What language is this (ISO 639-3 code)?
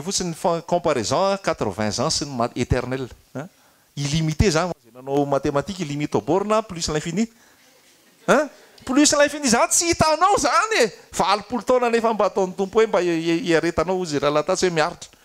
mlg